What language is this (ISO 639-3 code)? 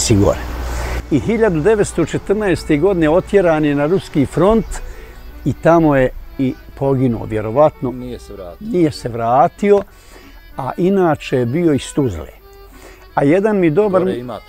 bos